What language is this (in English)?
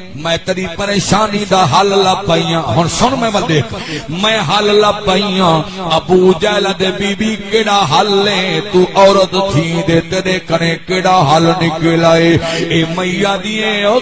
Saraiki